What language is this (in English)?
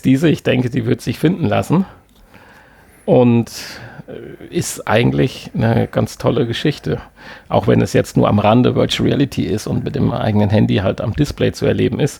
German